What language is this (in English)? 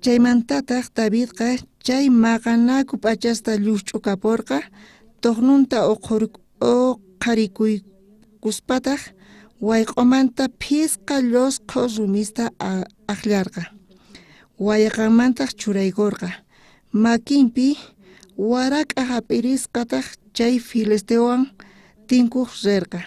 South Bolivian Quechua